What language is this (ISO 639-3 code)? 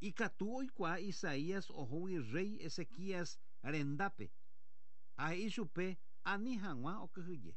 grn